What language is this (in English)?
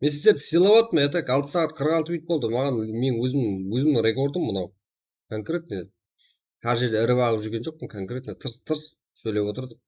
Kara-Kalpak